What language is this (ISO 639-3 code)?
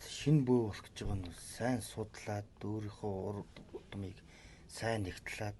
mon